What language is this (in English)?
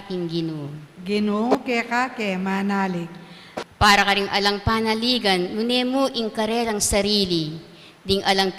Pampanga